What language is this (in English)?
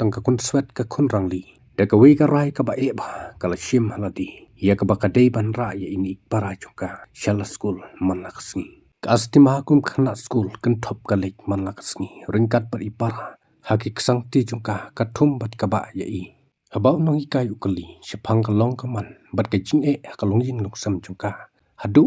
Khasi